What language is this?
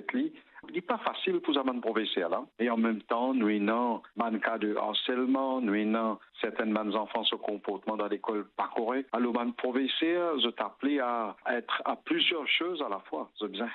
Morisyen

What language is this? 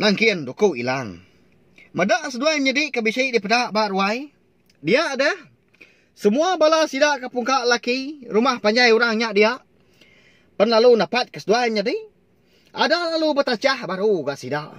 Iban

